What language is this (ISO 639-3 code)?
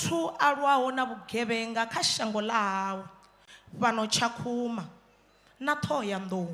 ven